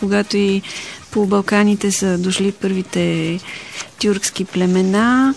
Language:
Bulgarian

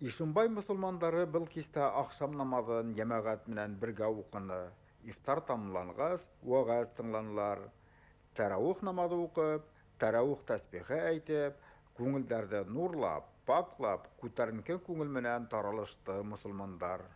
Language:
Bashkir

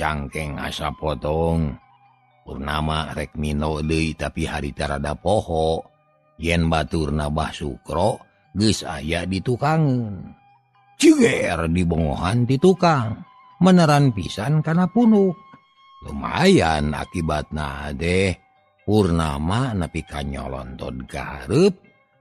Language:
Sundanese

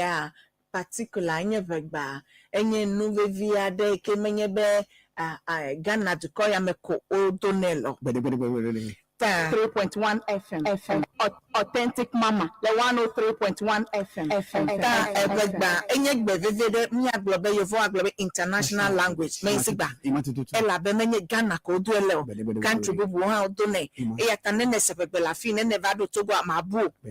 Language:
Ewe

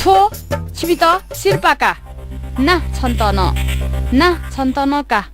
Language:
Newari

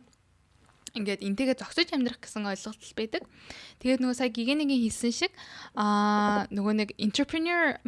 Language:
Mongolian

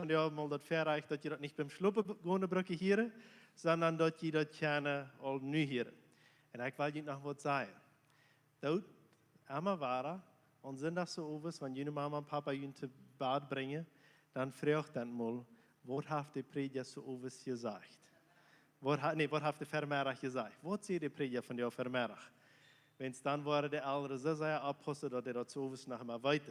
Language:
Plautdietsch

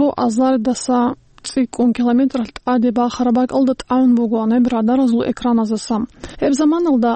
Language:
Avaric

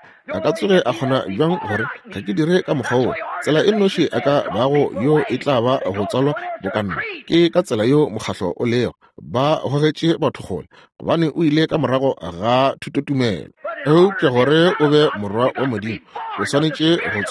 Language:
Northern Sotho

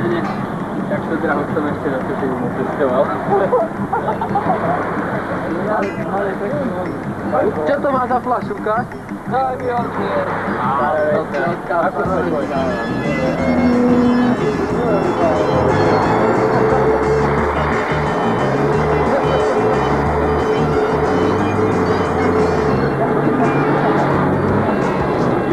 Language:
Slovak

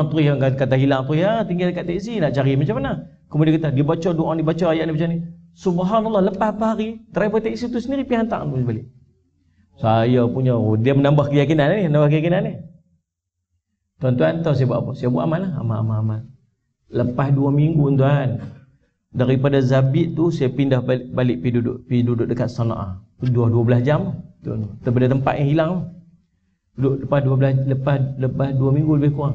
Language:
Malay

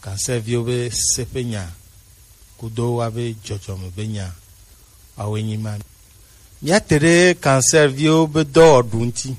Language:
Gen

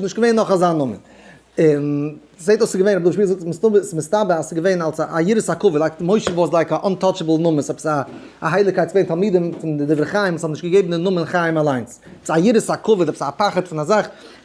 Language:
Yiddish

